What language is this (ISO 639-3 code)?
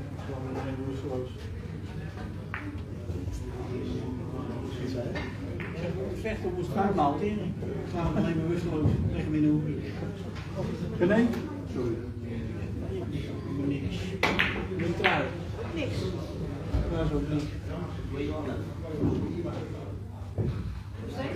nld